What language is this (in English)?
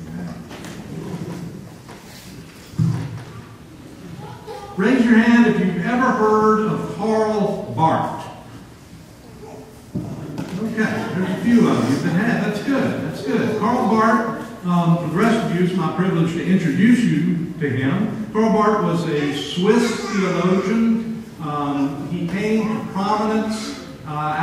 English